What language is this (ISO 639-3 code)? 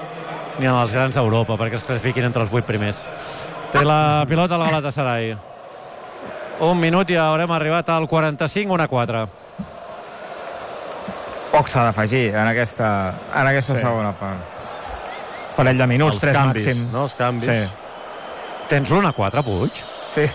cat